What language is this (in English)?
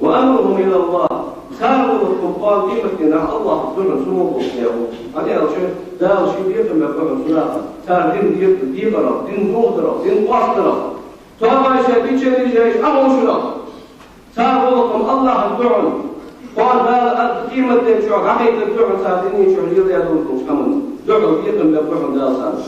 Ingush